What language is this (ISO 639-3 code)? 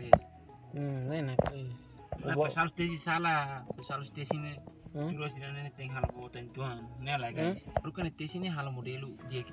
tet